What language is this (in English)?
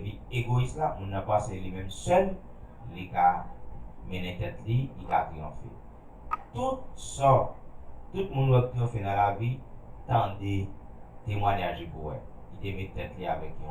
Haitian Creole